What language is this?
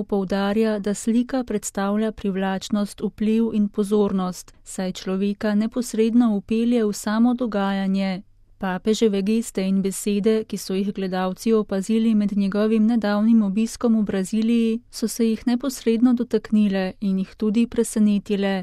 Slovenian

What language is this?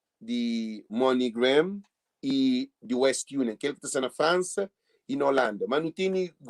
Kabuverdianu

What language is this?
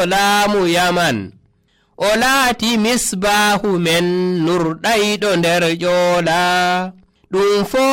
Nigerian Fulfulde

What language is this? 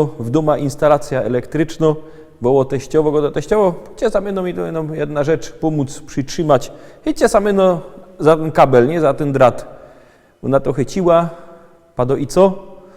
Silesian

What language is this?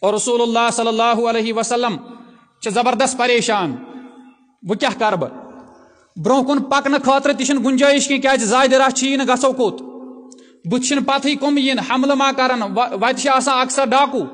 Kashmiri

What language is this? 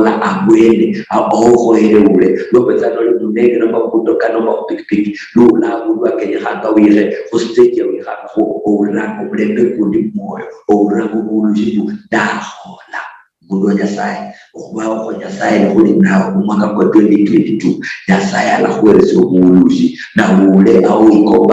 Luyia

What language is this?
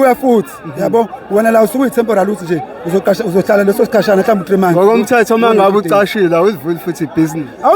Zulu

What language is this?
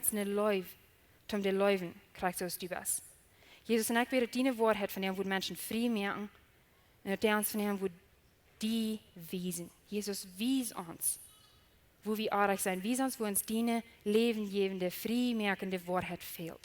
Plautdietsch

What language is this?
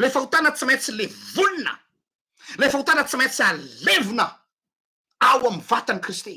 Malagasy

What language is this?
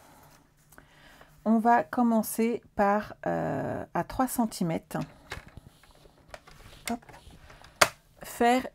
French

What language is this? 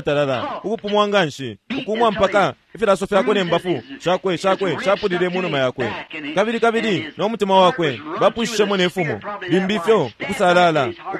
Bemba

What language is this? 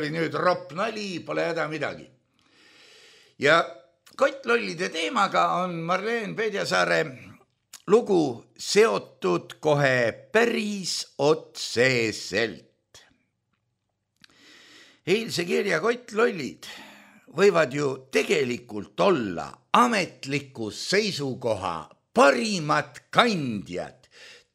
Estonian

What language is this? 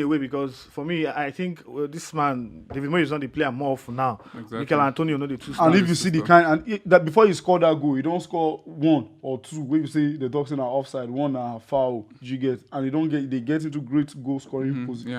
Nigerian Pidgin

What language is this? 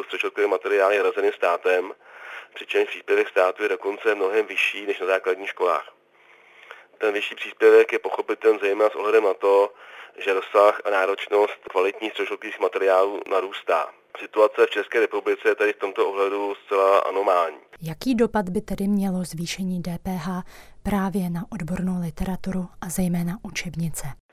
Czech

